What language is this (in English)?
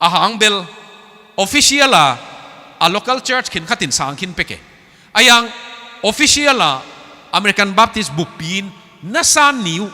Tedim Chin